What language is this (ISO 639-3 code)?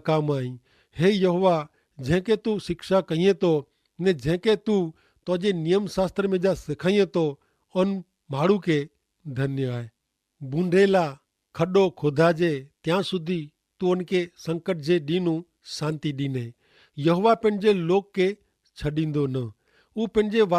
kfr